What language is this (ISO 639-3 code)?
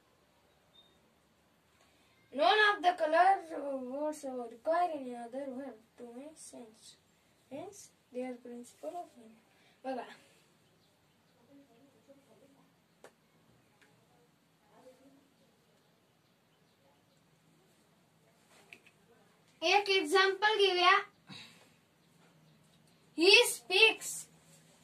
mar